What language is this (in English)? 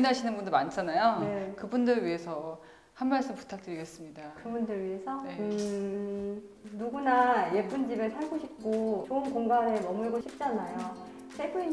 Korean